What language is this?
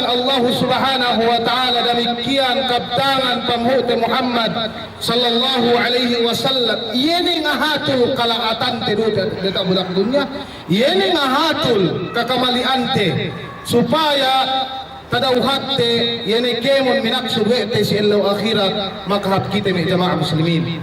Yakan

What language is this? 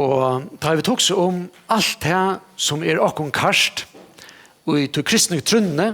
Faroese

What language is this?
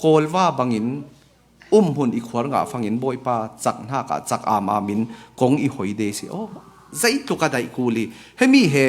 Falam Chin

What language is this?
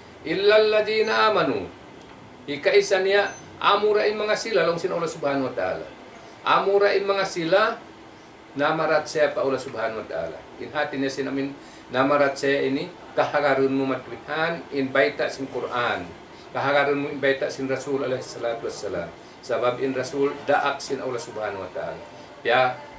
Tausug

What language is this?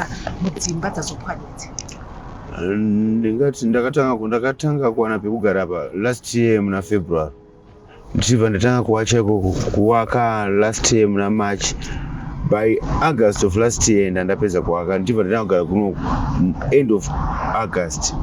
Shona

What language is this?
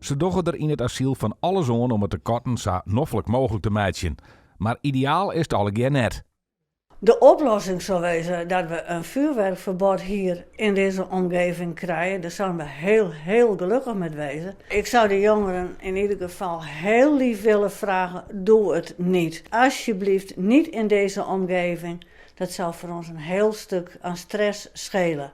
Western Frisian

